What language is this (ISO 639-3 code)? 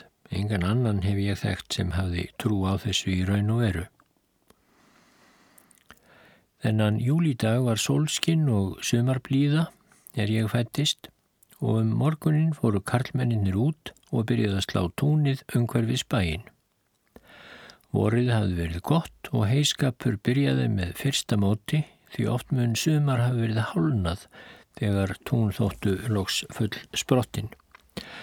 isl